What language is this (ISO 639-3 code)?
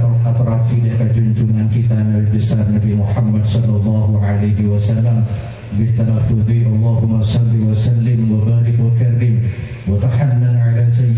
mad